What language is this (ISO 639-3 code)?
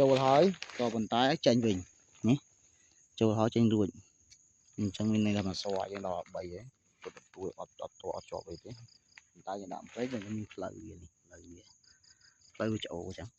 khm